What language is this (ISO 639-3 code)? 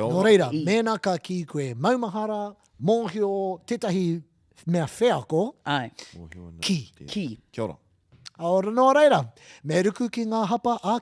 mri